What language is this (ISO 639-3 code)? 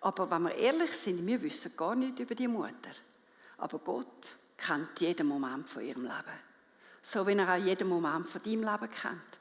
gsw